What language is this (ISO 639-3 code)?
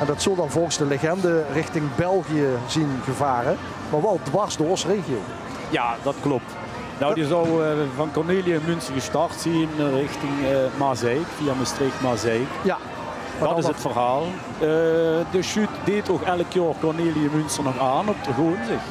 lim